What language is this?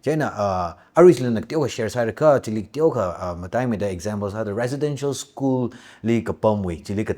Tangkhul Naga (India)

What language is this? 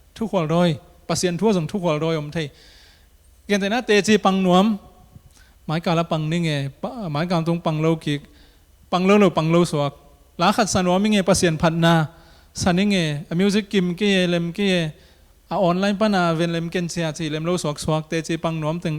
Tedim Chin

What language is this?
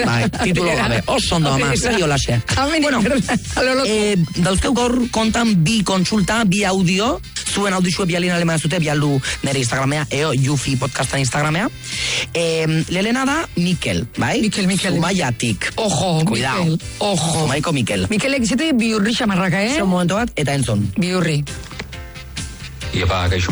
Basque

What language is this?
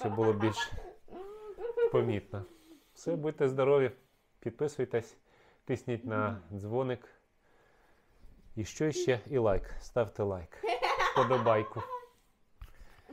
Ukrainian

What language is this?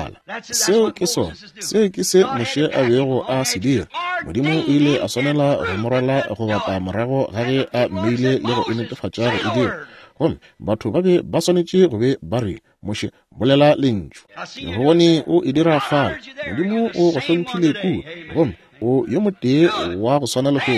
Northern Sotho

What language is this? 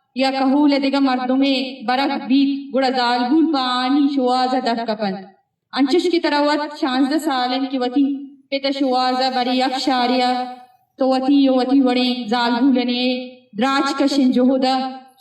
Eastern Balochi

